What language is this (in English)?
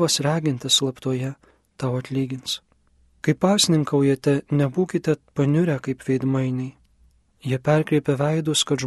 Lithuanian